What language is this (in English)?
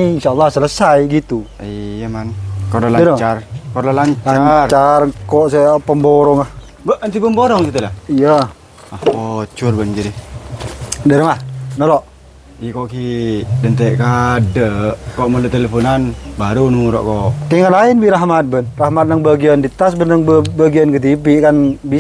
Madurese